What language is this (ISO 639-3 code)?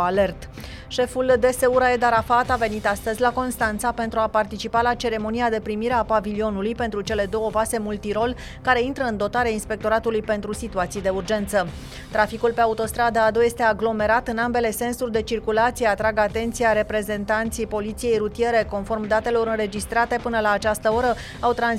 ron